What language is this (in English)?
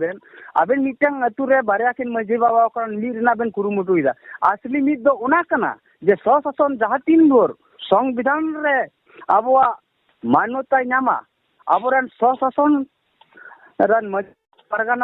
Santali